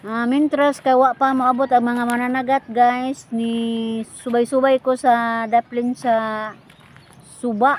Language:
Cebuano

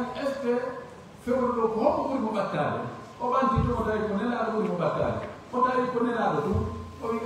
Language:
Pular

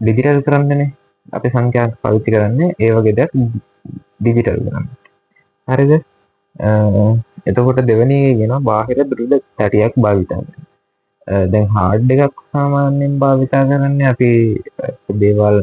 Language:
Sinhala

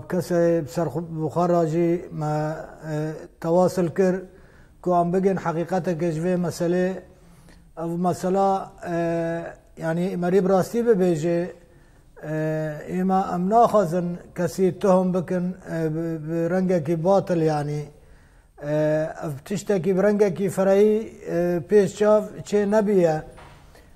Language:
Kurdish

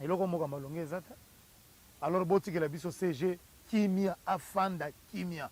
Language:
Lingala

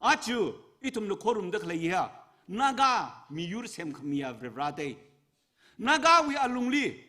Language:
Tangkhul Naga (India)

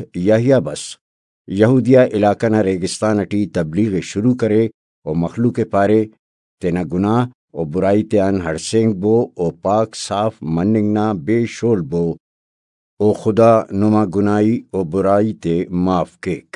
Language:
Brahui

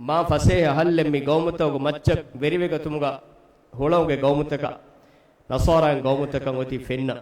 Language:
Divehi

